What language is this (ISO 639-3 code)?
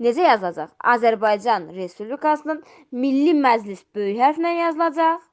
aze